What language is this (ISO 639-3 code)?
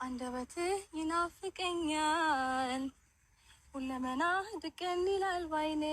amh